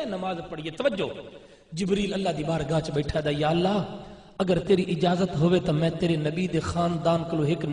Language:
Saraiki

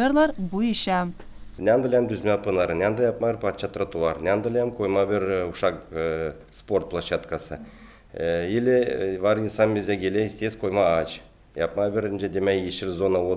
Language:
Gagauz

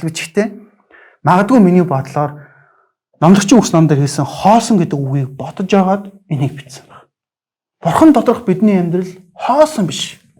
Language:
Mongolian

